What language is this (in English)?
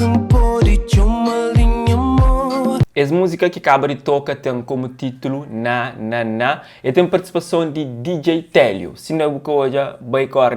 Kabuverdianu